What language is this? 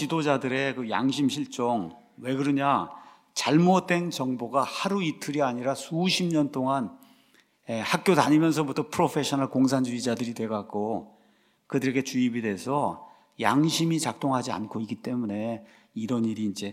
Korean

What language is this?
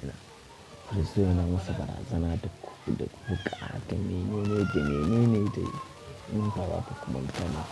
Hausa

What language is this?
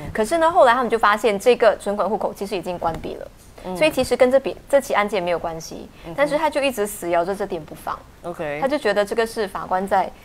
Chinese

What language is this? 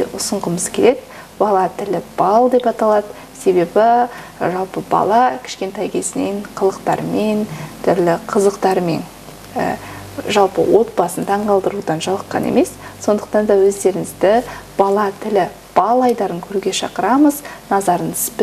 Kazakh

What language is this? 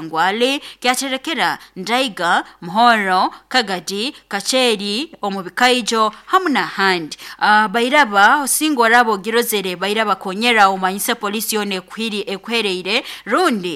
Nyoro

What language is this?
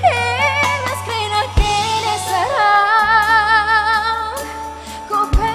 Batak Karo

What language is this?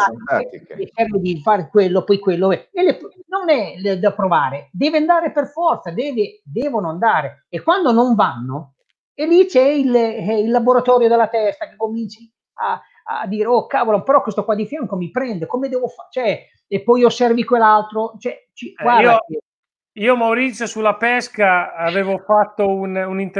Italian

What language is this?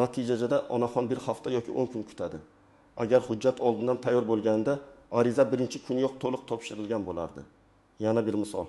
Uzbek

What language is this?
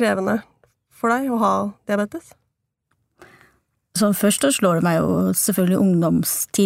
Norwegian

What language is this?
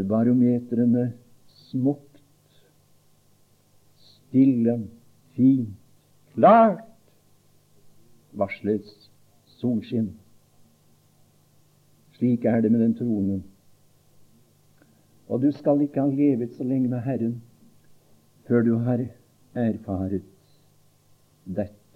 Norwegian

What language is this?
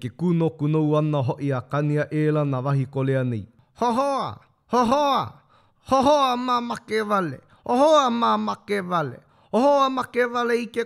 Hawaiian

